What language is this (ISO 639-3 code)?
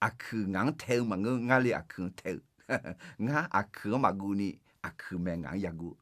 ahk